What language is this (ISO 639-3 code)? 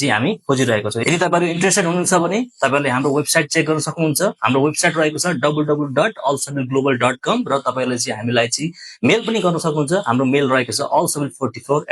nep